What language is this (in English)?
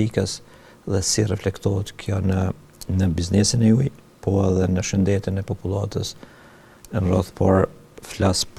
Albanian